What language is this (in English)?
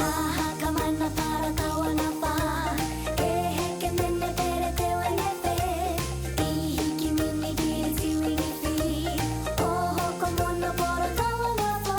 Māori